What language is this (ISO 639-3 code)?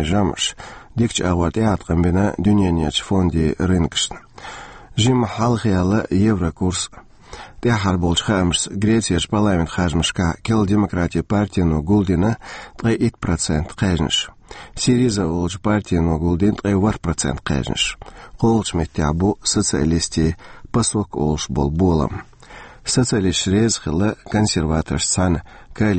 che